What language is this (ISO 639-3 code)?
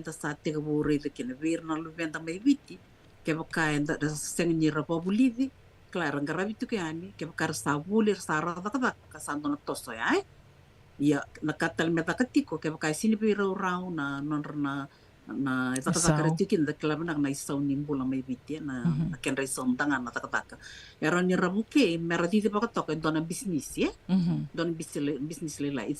fij